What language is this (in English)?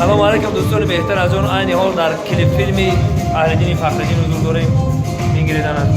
Tajik